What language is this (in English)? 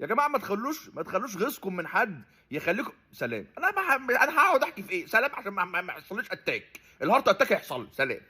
Egyptian Arabic